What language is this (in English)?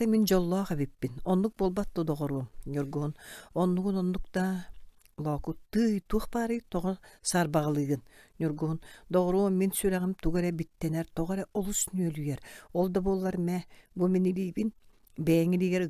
Yakut